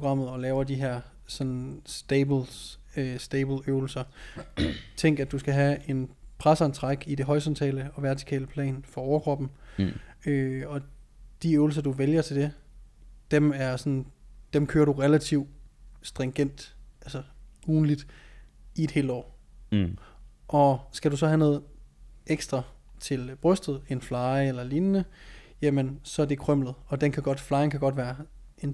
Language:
Danish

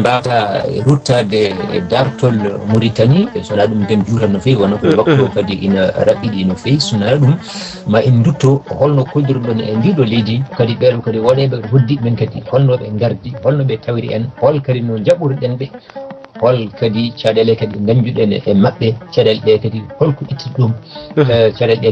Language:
Fula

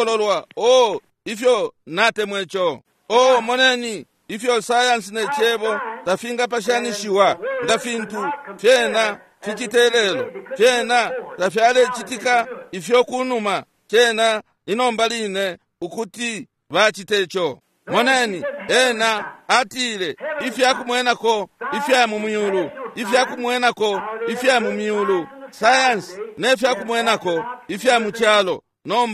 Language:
Bemba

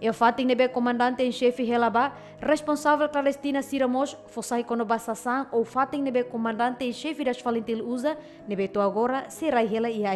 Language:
Tetum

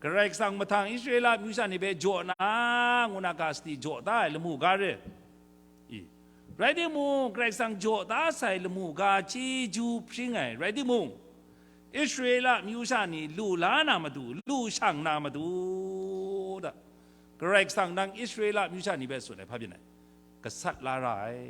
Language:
Kachin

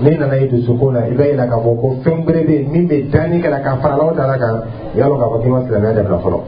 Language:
Dyula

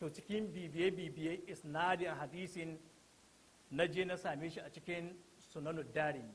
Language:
Hausa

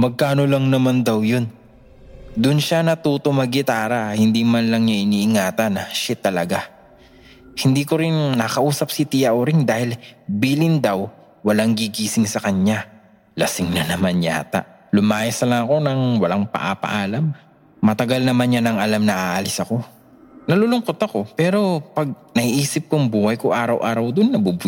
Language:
Filipino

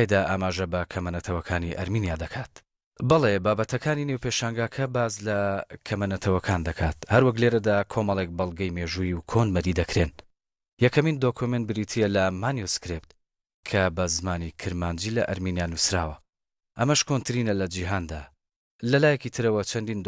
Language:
Central Kurdish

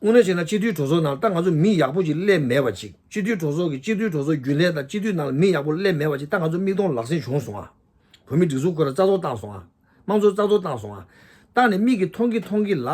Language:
Tibetan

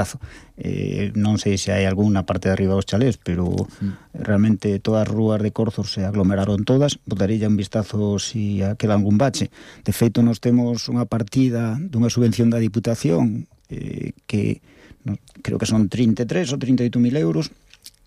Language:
Galician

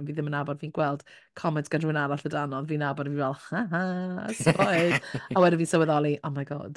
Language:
Welsh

